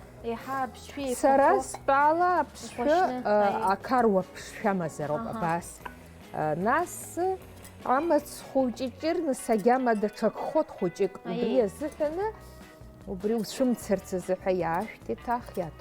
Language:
Abkhazian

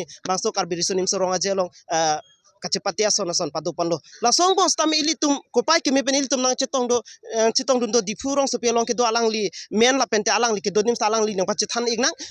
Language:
Karbi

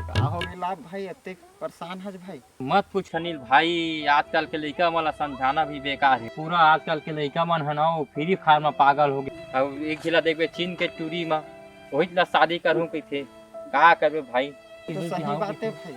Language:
Chhattisgarhi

